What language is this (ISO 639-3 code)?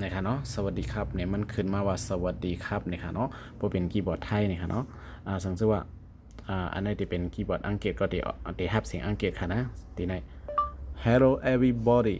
shn